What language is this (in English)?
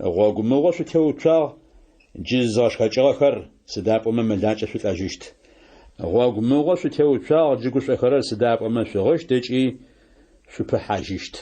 Adyghe